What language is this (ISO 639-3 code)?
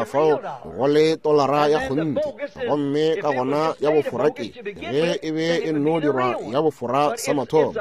nso